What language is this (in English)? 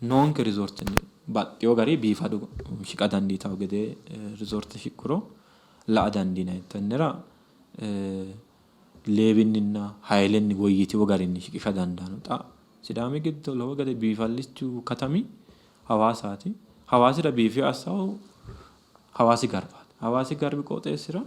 Sidamo